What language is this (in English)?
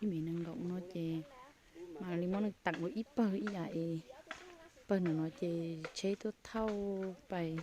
Hmong